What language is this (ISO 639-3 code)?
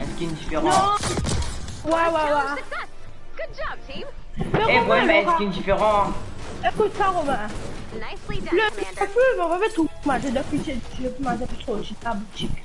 mfe